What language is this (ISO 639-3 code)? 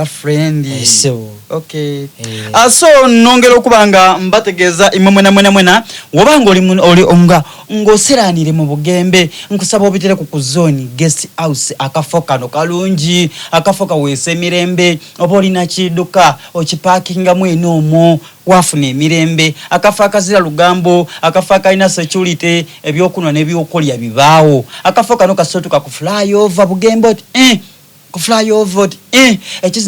xog